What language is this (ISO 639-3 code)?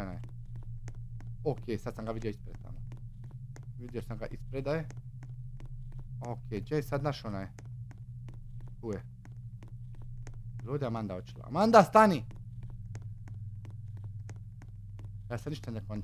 hrv